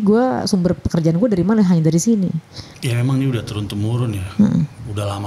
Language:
Indonesian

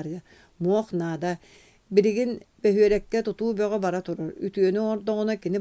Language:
Yakut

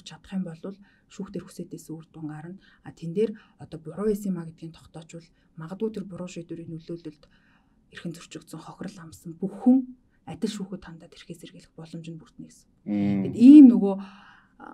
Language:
Mongolian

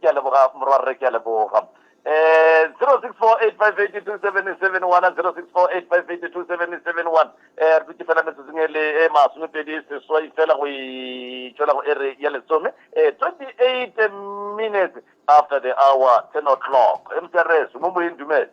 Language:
Northern Sotho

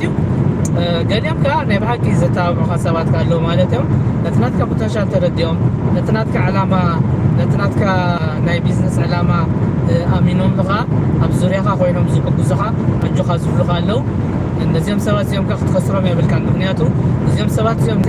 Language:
Tigrinya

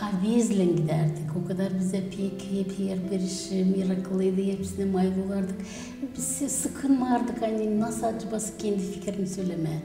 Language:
Gagauz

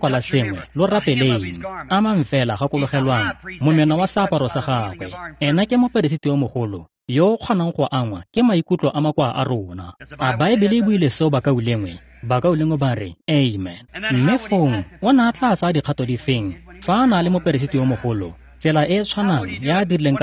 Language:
Tswana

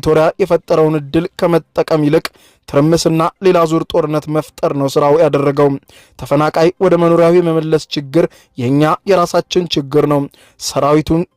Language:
Amharic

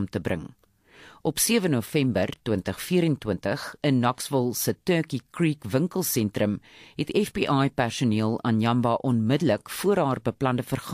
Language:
Afrikaans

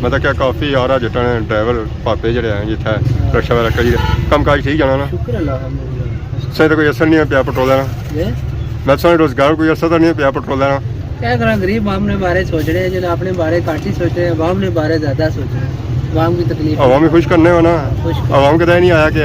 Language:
Pahari-Potwari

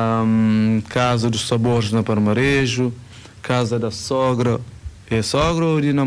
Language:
Kabuverdianu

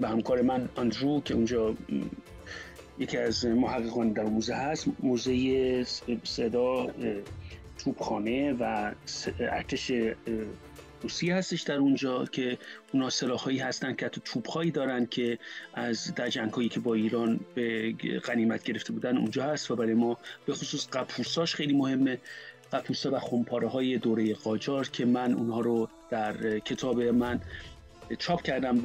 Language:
Persian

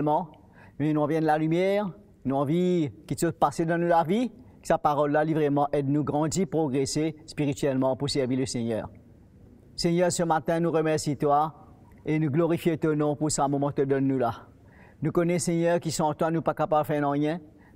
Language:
Morisyen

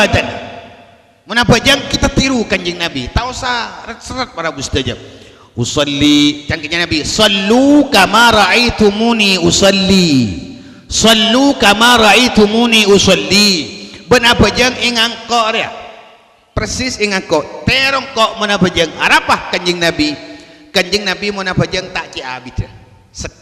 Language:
Madurese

